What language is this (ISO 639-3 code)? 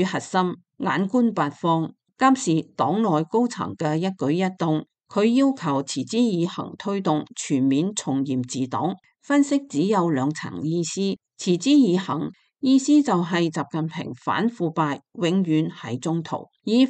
yue